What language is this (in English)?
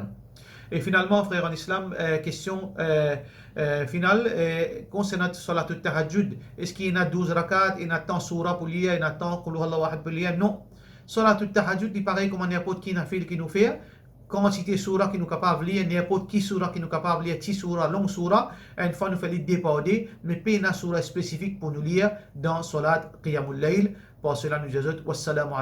Morisyen